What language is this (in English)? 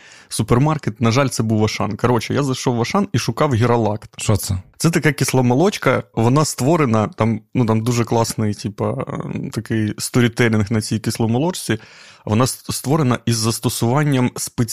Ukrainian